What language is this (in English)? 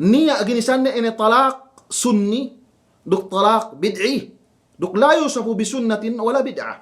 Yakan